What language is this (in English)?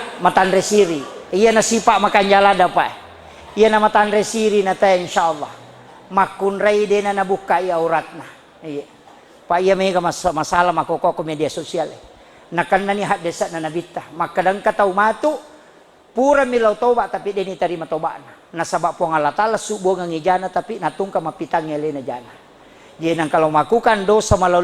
Buginese